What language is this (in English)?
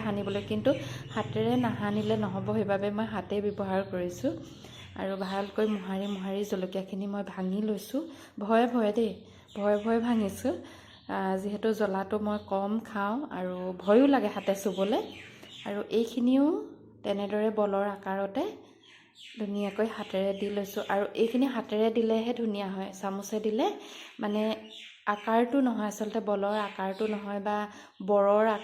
Assamese